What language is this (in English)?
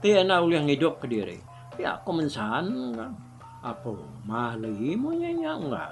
Iban